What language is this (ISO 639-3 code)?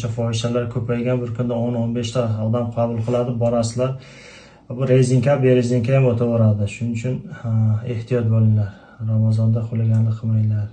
uzb